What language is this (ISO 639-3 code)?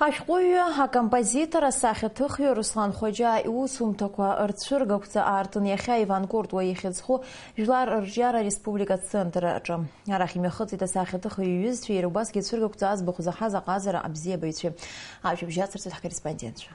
abk